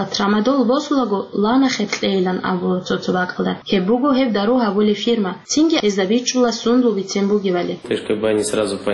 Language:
Avaric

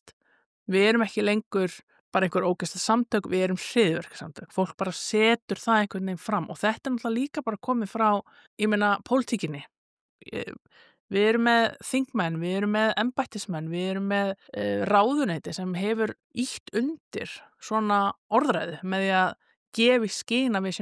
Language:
Icelandic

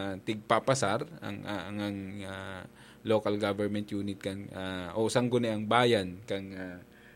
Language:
Bikol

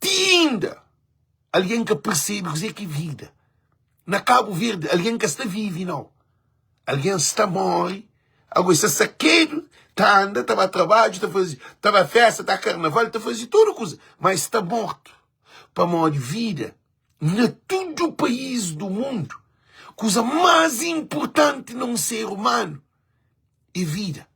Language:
Kabuverdianu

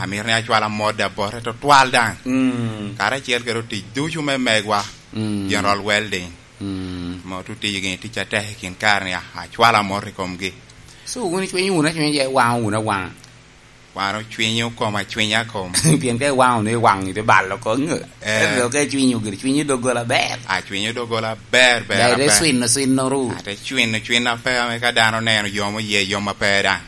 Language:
Lango (Uganda)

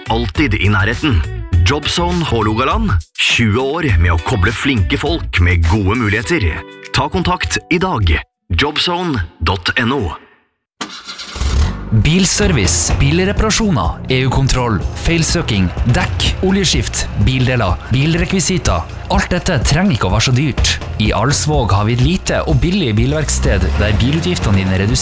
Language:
Norwegian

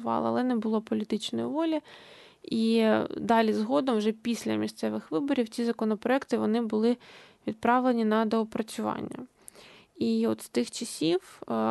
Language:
Ukrainian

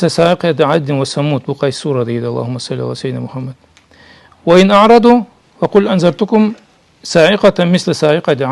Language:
Karachay-Balkar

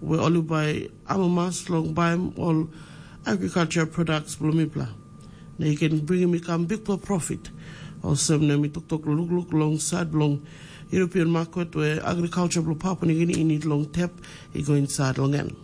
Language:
Tok Pisin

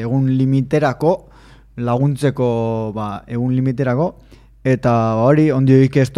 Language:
Basque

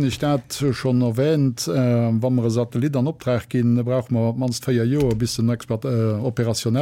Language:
Luxembourgish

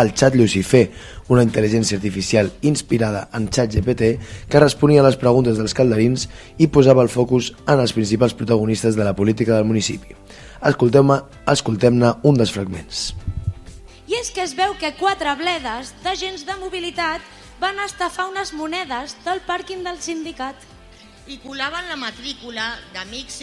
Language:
Catalan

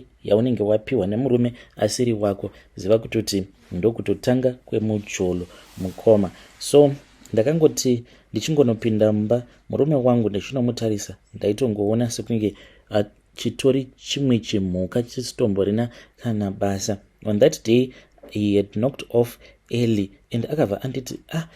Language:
Shona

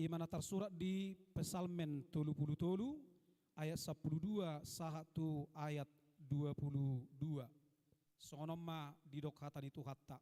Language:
Batak Toba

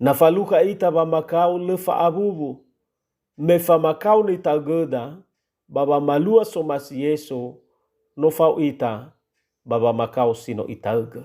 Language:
Nias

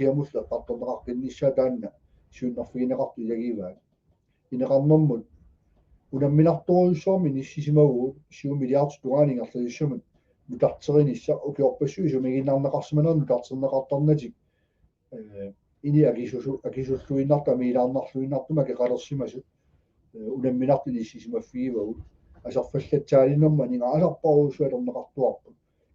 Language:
Kalaallisut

